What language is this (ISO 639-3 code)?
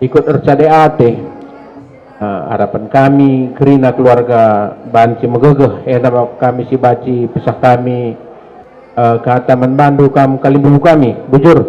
btx